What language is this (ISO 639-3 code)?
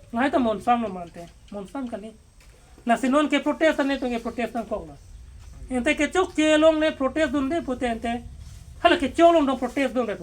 mjw